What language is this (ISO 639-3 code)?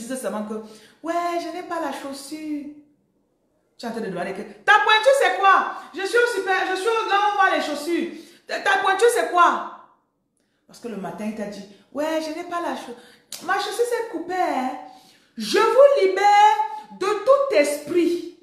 fra